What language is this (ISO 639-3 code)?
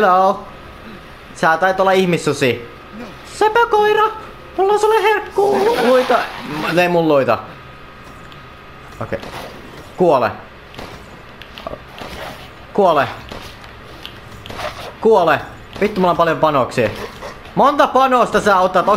fin